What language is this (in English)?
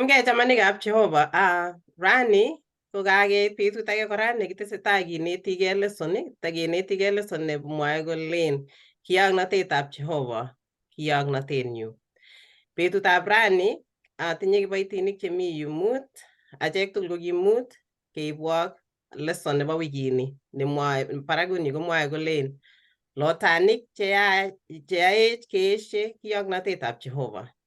Kalenjin